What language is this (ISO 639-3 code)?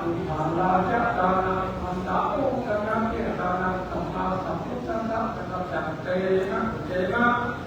pli